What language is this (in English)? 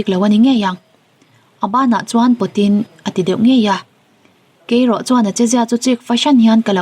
Mizo